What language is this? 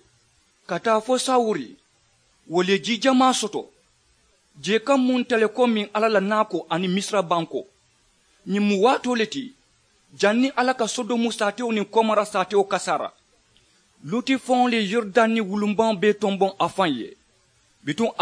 Mandingo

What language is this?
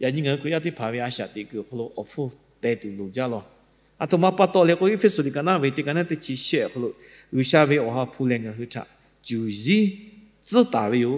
Lahu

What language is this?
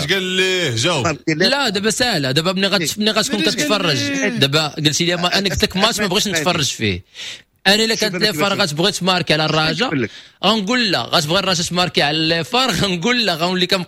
Moroccan Arabic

